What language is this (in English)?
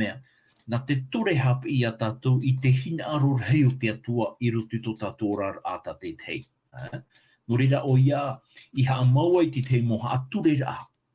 Tahitian